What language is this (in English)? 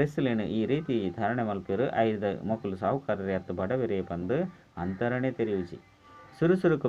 Tulu